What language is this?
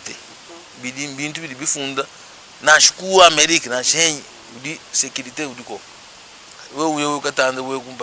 Luba-Lulua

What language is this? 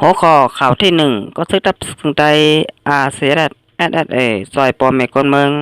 Shan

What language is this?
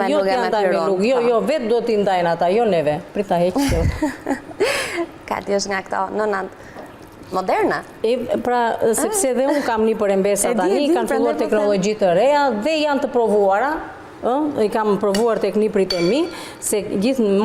Albanian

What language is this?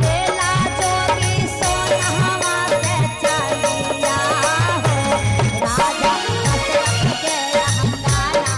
Magahi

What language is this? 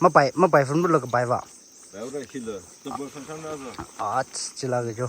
Tangkhul Naga (India)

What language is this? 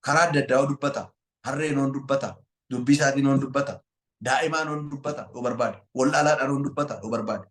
Oromo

